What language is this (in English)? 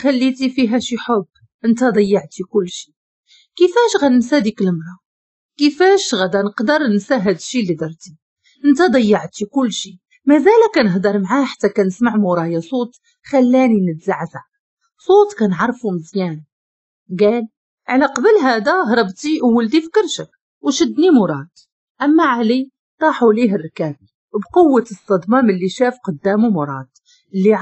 Moroccan Arabic